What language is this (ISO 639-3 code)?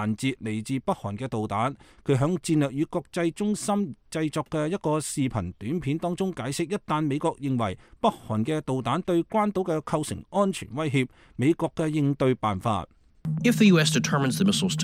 yue